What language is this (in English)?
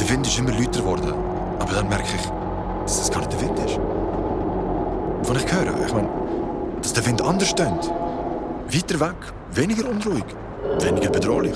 Swiss German